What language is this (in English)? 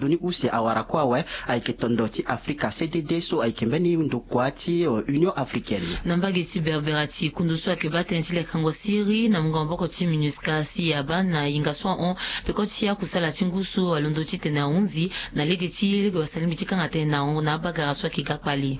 Sango